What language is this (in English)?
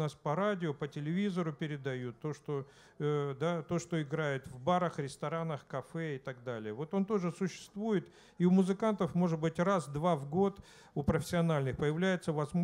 Russian